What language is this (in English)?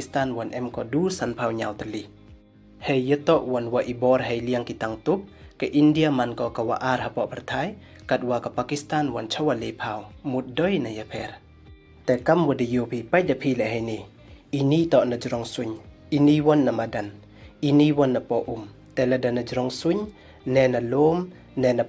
Pnar